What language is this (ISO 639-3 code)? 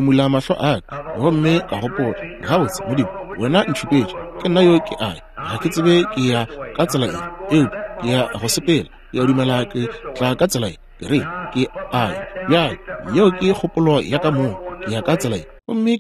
nso